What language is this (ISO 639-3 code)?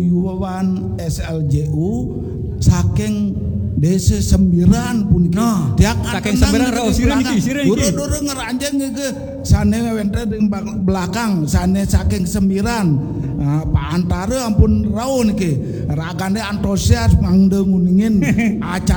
ban